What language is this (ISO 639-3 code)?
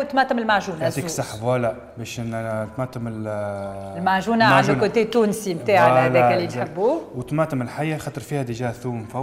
aeb